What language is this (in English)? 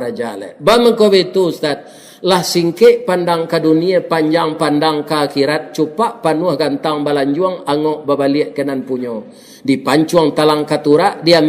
Minangkabau